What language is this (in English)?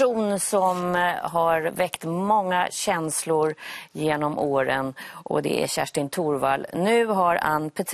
Swedish